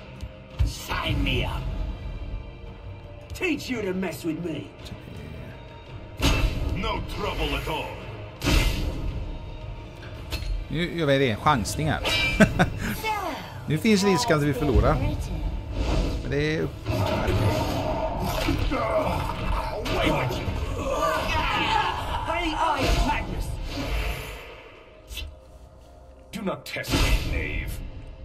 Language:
Swedish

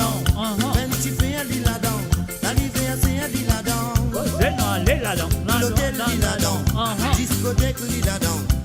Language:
Morisyen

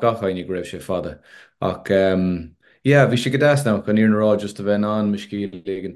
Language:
Irish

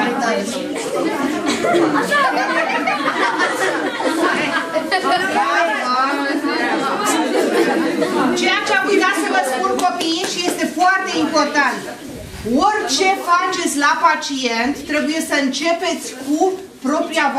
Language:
Romanian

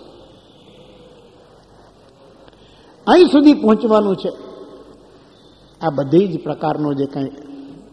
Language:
Gujarati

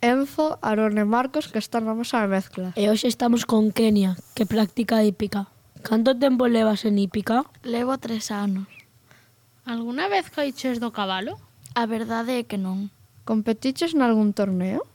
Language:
Galician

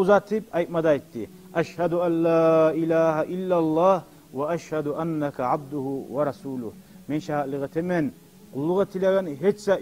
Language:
Kumyk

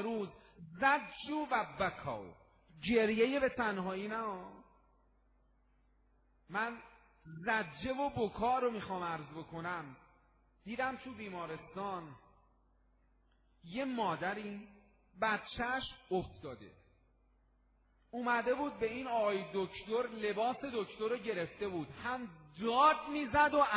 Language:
Persian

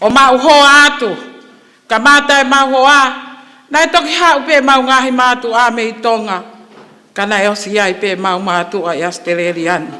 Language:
Tongan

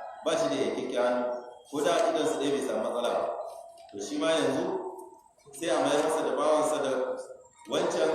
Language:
Hausa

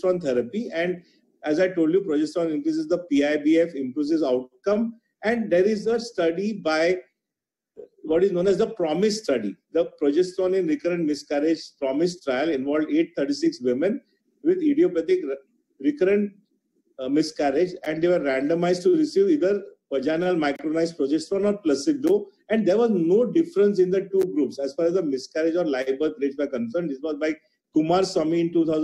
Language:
English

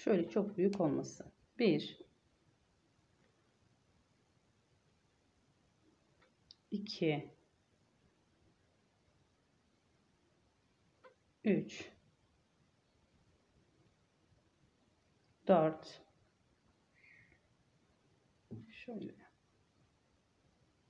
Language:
Turkish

